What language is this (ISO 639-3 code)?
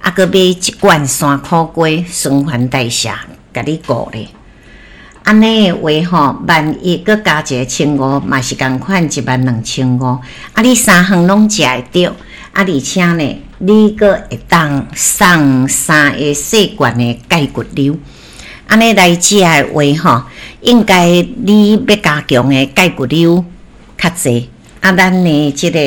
nan